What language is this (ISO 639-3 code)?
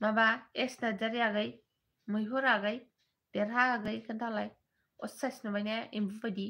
brx